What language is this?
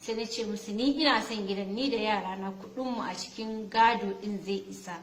Hausa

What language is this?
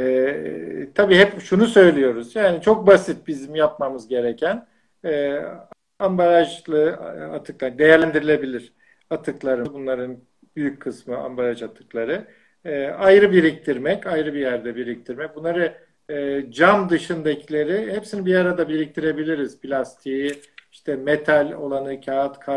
Turkish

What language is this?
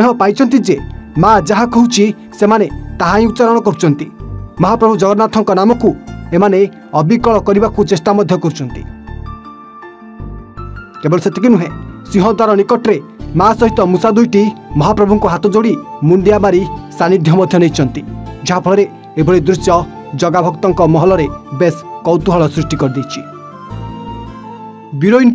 Odia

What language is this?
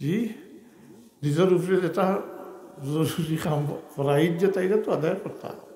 Sylheti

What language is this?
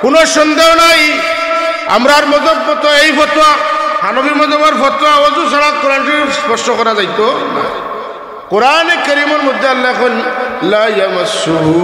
Sylheti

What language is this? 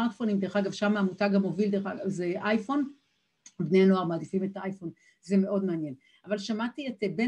Hebrew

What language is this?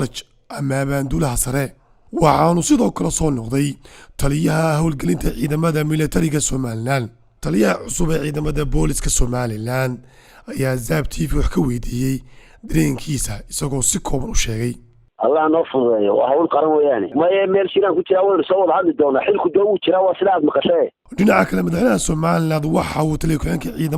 Somali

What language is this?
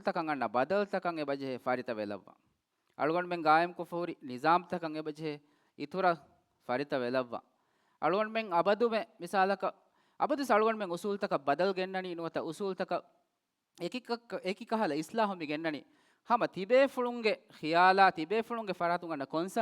Divehi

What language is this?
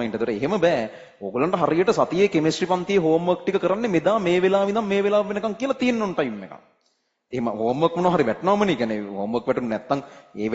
Sinhala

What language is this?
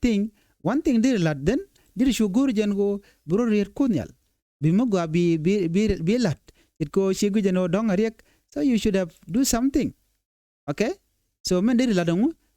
Nuer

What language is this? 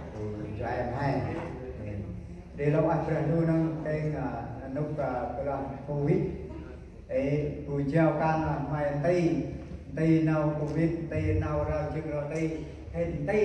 Central Mnong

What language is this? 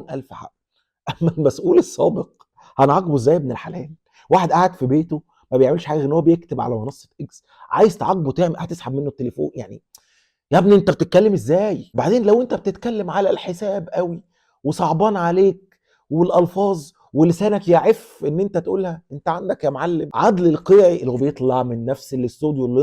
Egyptian Arabic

